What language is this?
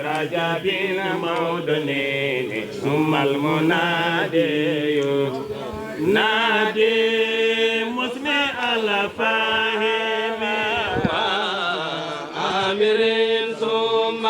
Fula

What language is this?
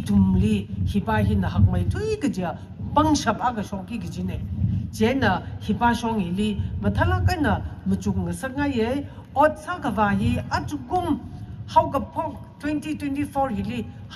Tangkhul Naga (India)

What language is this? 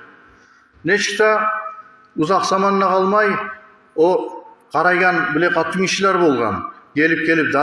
Kumyk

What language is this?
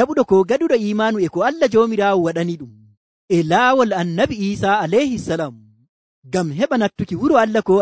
Nigerian Fulfulde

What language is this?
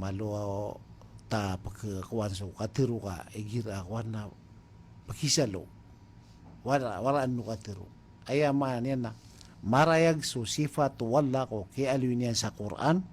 Maranao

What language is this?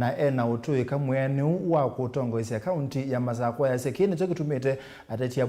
Kamba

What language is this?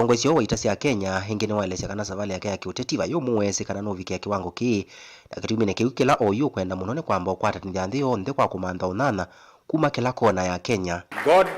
Kamba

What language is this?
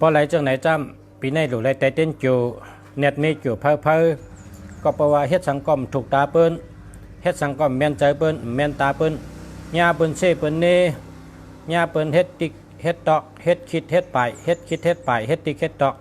Shan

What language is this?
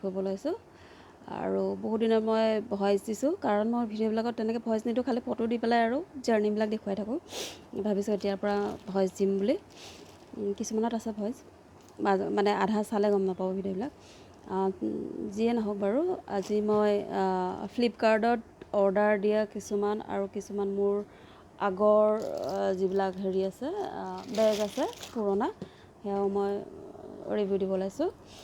Assamese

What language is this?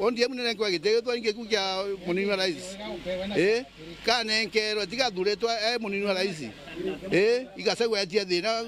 Meru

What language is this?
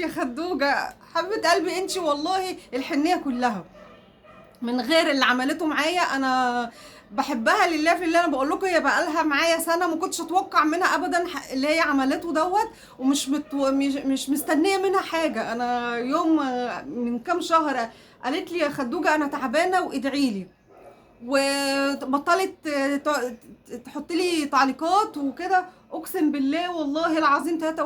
Egyptian Arabic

